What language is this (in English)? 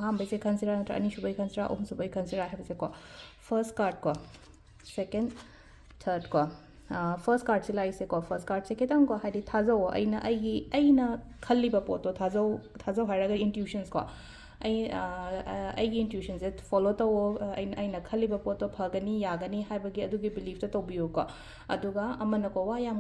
Manipuri